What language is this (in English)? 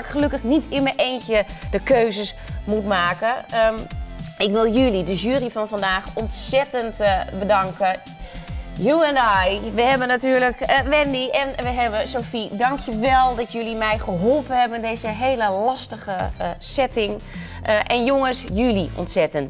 Dutch